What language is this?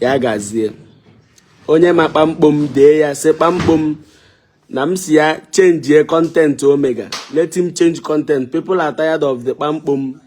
Igbo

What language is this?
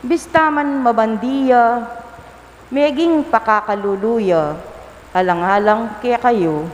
Pampanga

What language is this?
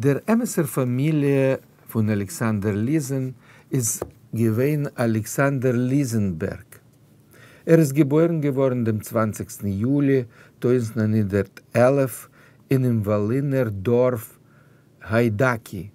Yiddish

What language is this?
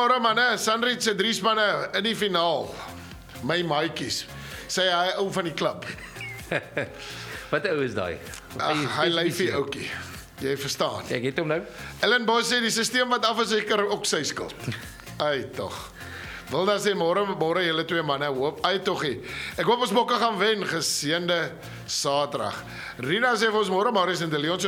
Afrikaans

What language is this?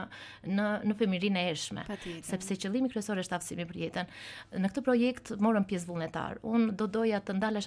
Albanian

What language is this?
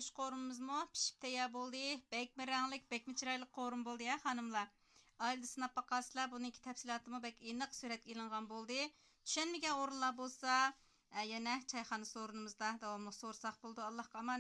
Uyghur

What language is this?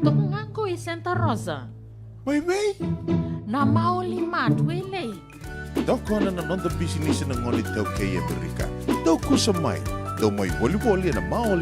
Fijian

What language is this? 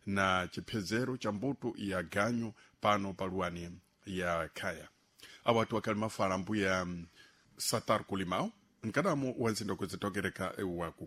Sena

